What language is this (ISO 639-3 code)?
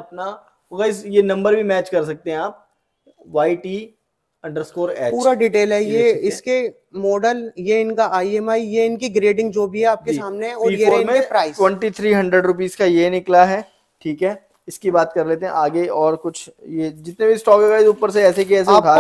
hin